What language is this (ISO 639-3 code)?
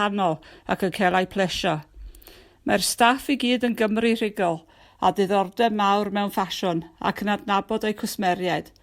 cym